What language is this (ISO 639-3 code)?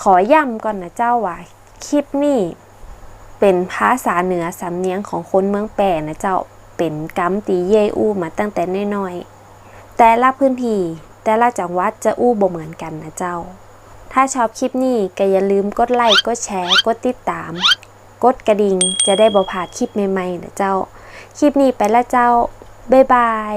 nod